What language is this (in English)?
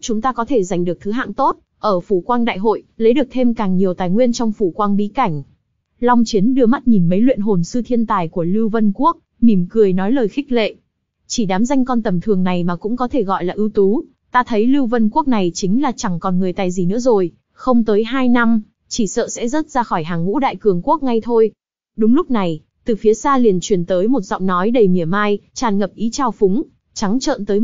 Vietnamese